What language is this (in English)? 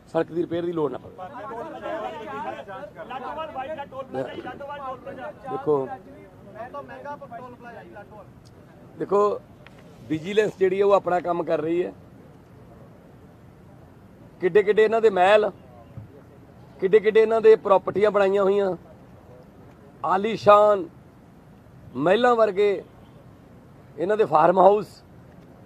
Punjabi